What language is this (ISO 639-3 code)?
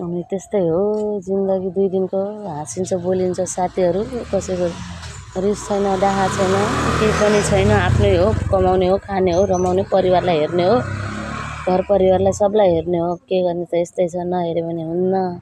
nep